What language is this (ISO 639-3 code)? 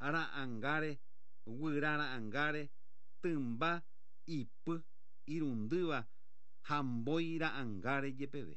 grn